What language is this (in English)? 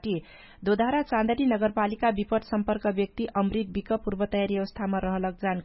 Dangaura Tharu